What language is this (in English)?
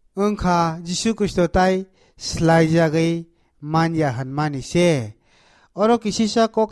Kok Borok